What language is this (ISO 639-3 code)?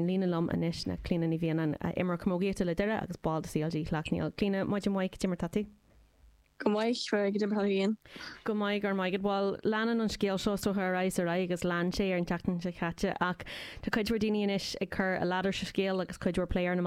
gle